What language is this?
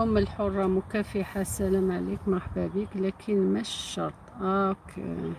Algerian Arabic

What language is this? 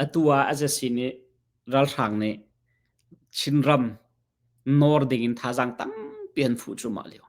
Hakha Chin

